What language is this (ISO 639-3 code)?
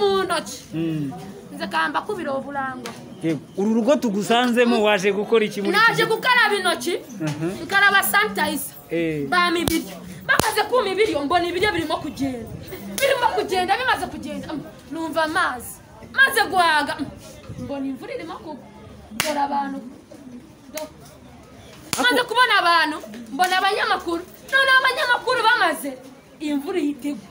kin